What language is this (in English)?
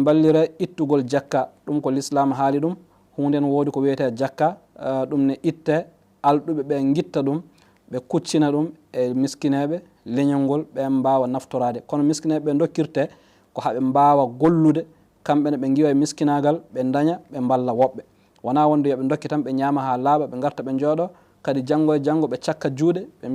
Fula